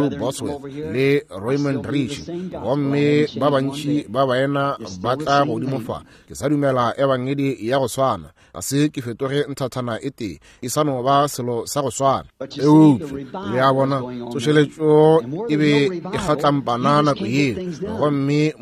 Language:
Northern Sotho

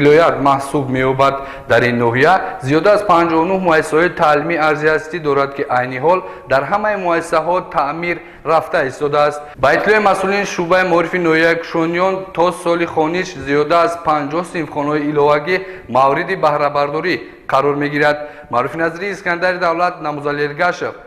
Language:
Tajik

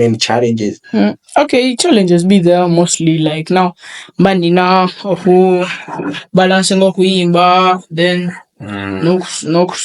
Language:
Ganda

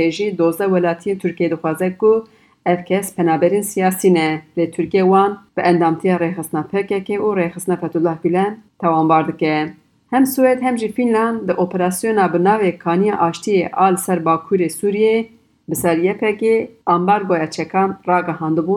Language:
Kurdish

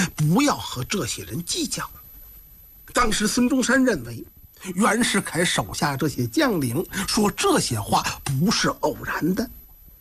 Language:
Chinese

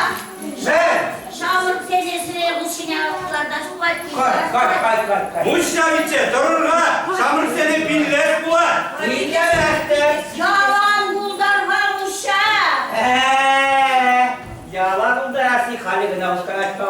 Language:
Chuvash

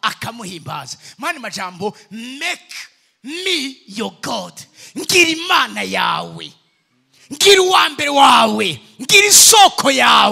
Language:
Rundi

